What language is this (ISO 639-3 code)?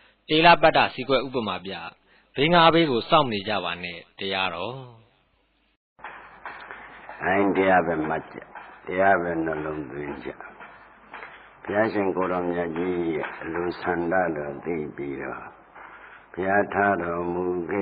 mya